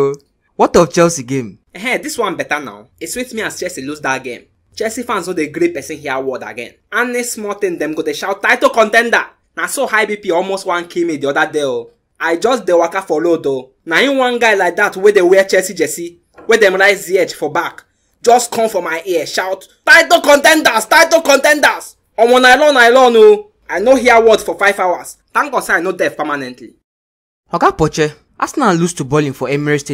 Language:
Nigerian Pidgin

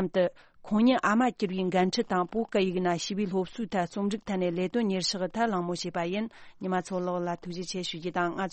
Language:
Tibetan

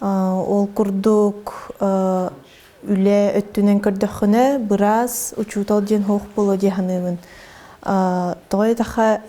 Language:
Yakut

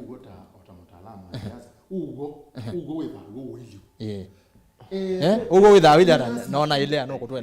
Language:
Kamba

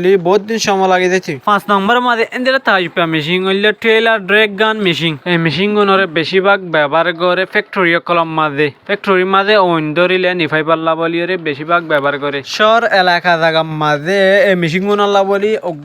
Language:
Rohingya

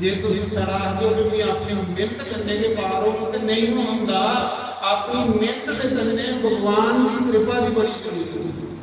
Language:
Dogri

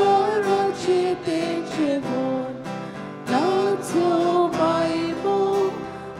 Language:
Konkani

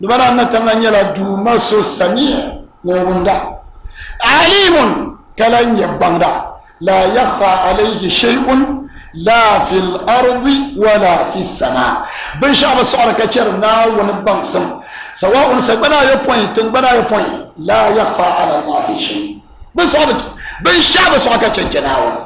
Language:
Dagbani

